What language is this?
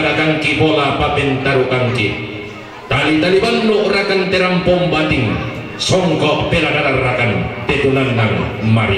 Toraja-Sa'dan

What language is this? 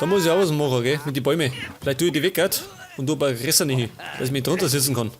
Bavarian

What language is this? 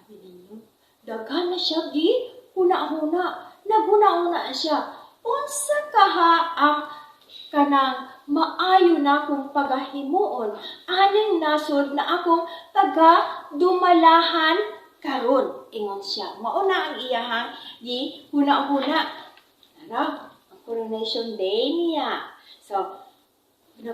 Cebuano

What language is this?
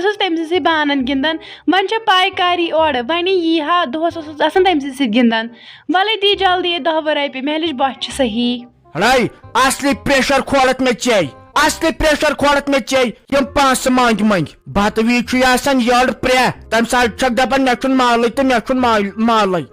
Kashmiri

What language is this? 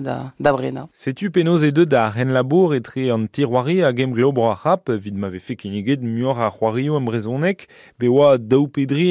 Breton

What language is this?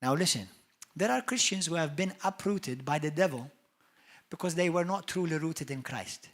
English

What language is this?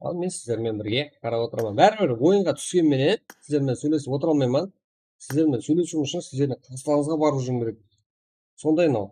Kara-Kalpak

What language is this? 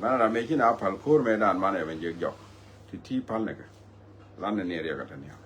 Nuer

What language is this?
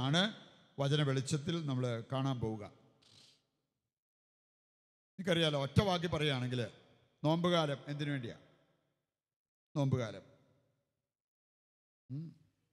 Malayalam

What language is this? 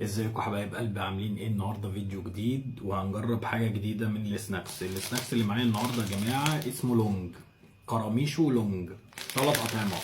Egyptian Arabic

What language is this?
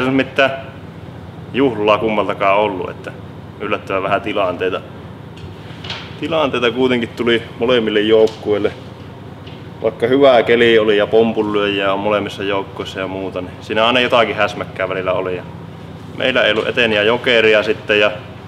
Finnish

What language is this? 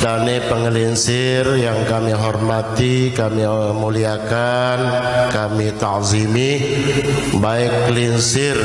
Sasak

